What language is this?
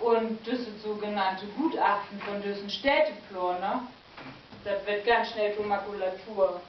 Low German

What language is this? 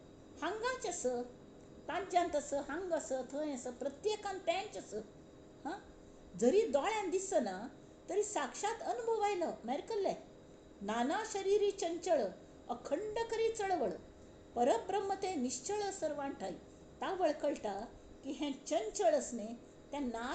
Konkani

